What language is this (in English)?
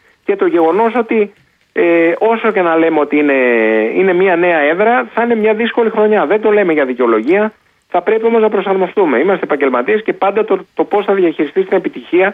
Greek